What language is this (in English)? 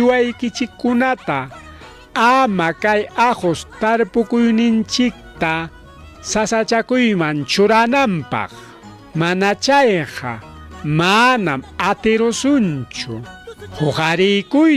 Ayacucho Quechua